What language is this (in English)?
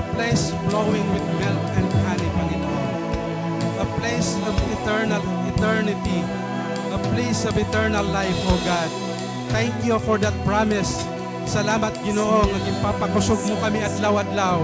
Waray